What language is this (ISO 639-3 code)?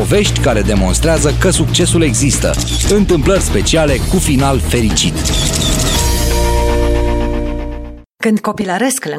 ron